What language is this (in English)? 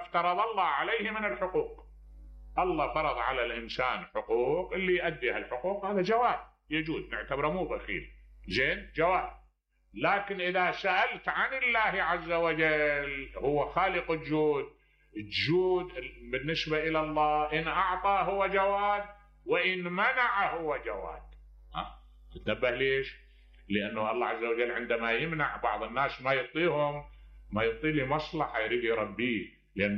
Mesopotamian Arabic